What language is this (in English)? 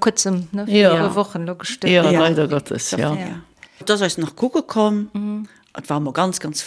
Luxembourgish